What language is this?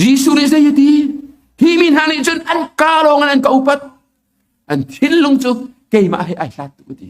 Hakha Chin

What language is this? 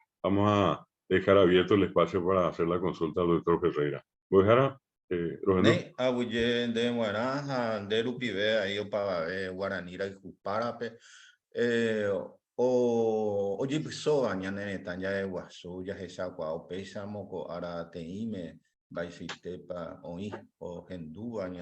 Guarani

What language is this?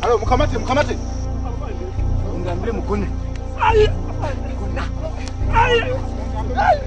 Nyoro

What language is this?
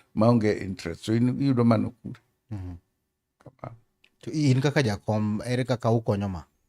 Luo (Kenya and Tanzania)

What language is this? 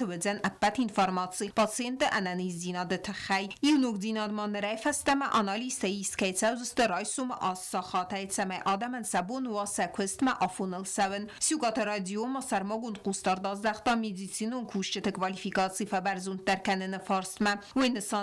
Ossetic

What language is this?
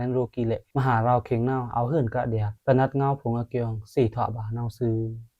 Pa'o Karen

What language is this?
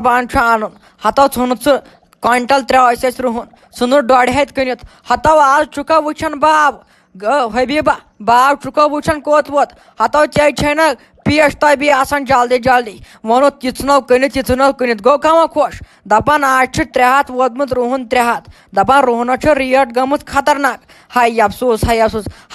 Kashmiri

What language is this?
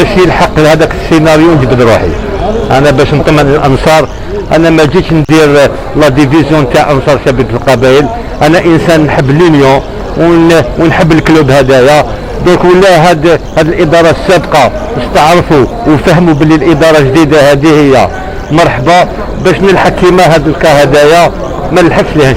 Algerian Arabic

